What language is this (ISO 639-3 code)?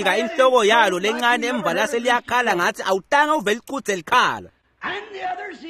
ssw